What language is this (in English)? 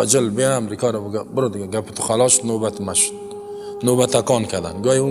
Persian